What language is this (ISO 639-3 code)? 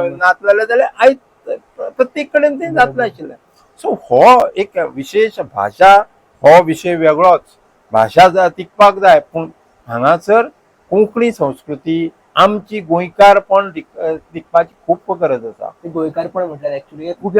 kok